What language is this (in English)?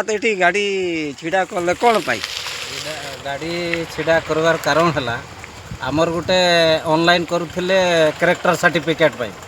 Odia